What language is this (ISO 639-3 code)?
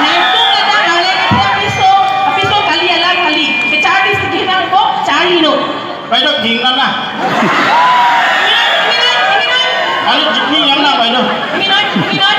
mjw